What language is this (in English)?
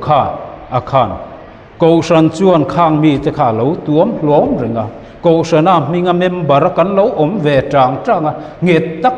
Mizo